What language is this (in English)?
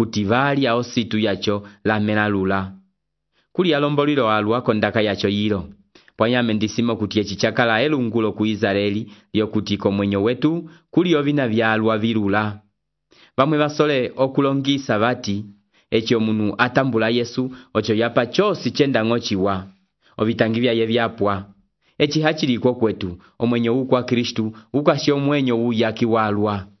Umbundu